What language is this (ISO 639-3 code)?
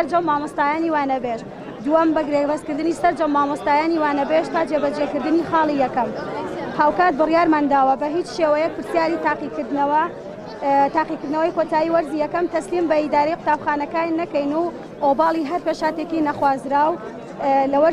ckb